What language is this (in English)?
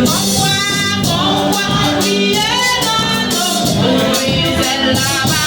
Haitian Creole